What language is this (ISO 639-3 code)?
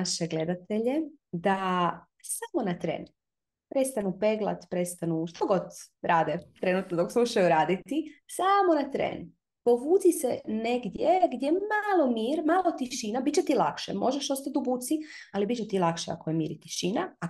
hrv